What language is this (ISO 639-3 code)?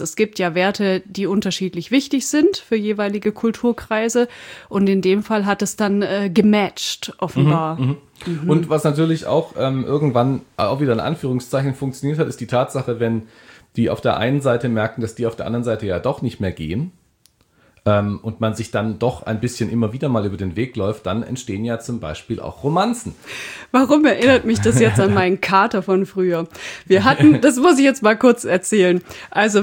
deu